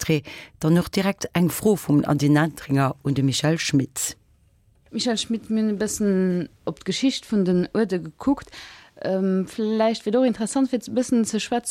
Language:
Luxembourgish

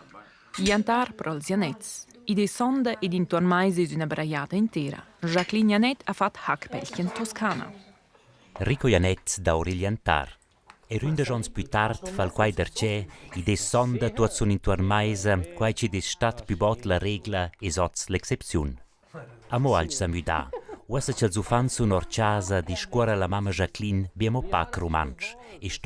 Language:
Romansh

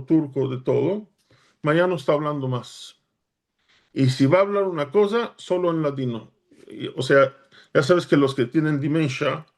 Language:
Ladino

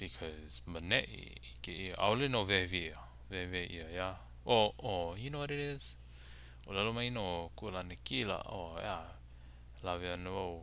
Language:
Hawaiian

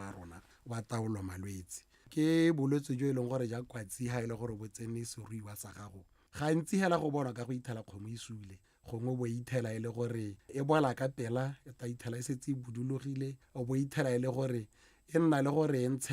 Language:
Tswana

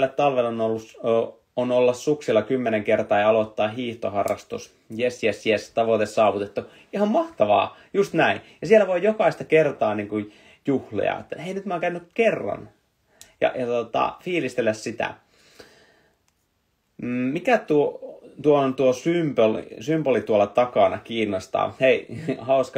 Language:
Finnish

